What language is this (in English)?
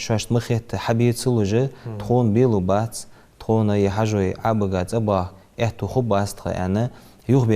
Ingush